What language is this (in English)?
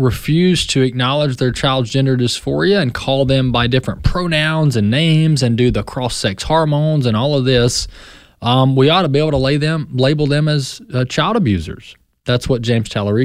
English